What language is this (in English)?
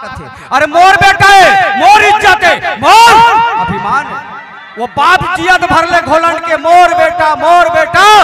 Chhattisgarhi